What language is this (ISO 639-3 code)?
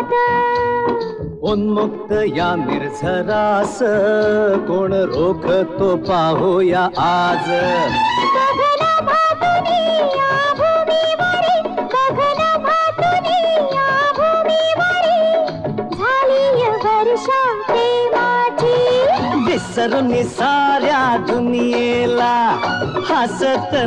mar